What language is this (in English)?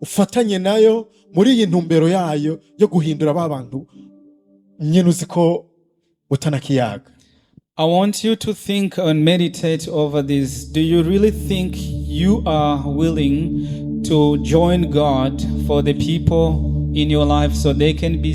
Rundi